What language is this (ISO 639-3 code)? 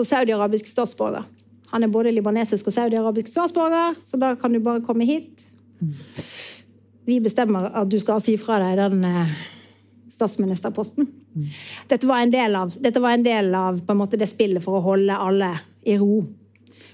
nor